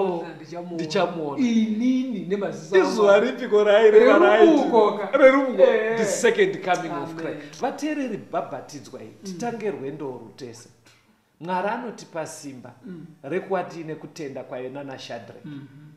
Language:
Shona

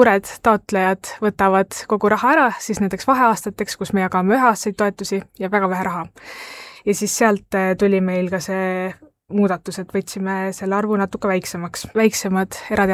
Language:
Estonian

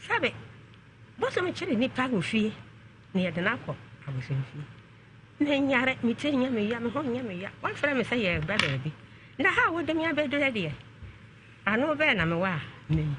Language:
Akan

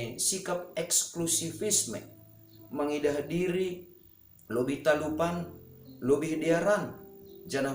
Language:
Batak Simalungun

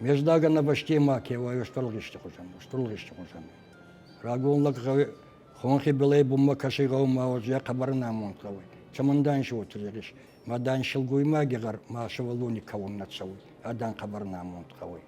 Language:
Ossetic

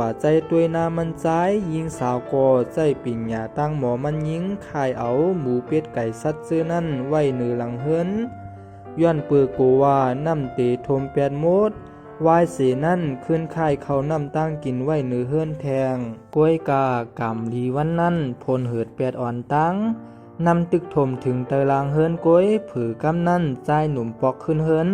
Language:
Shan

